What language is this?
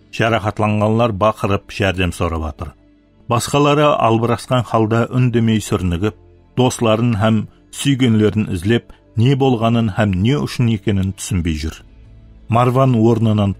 Kara-Kalpak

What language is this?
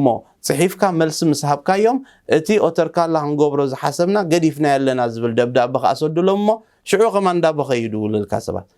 Tigrinya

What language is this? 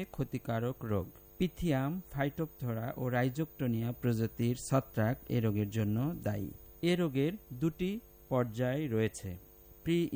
Bangla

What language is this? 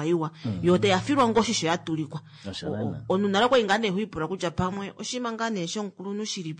Kuanyama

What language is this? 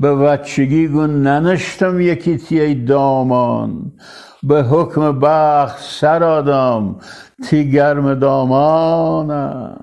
Gilaki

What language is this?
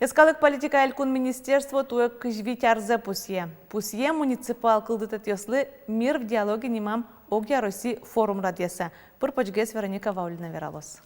Udmurt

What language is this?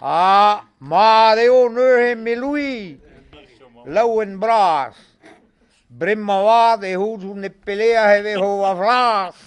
Breton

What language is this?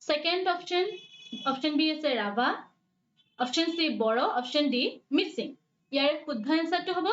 Assamese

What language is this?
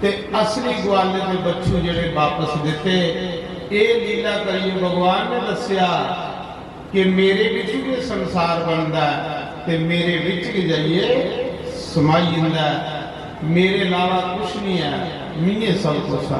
Dogri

